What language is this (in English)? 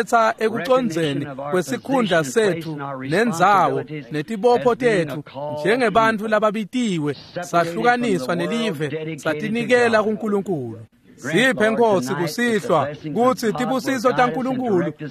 Swati